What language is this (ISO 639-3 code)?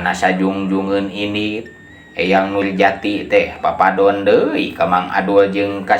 sun